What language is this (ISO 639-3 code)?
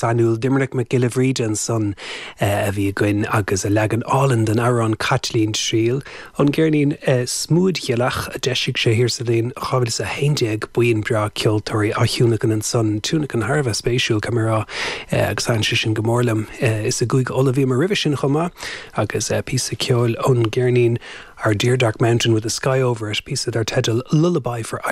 gle